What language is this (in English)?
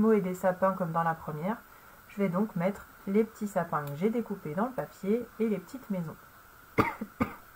French